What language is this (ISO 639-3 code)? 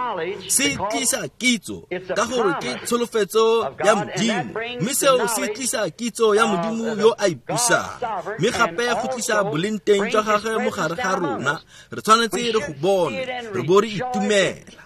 tsn